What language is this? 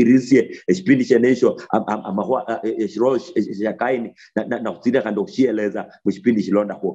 Luyia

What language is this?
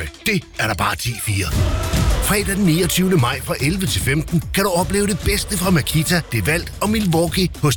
Danish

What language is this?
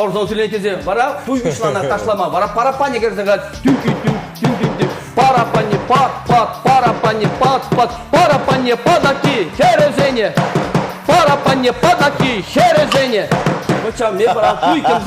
Chuvash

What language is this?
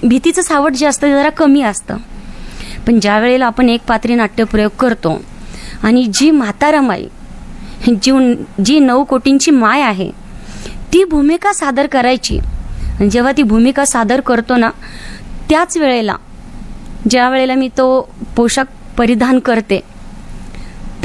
Marathi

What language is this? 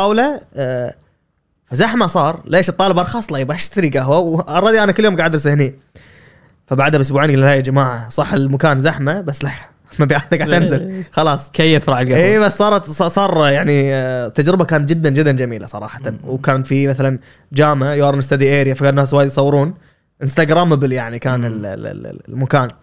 Gulf Arabic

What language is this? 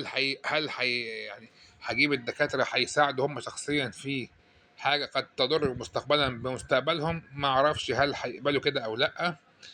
Egyptian Arabic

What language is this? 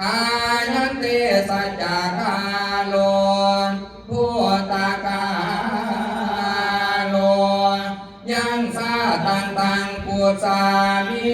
Pali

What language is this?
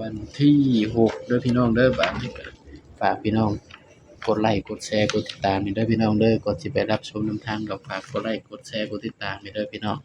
Northeastern Thai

